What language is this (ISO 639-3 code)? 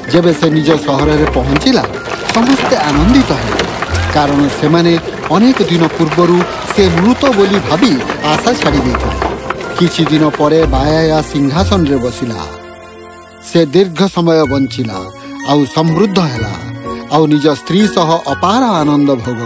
ori